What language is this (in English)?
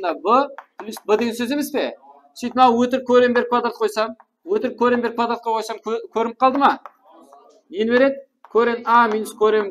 Kara-Kalpak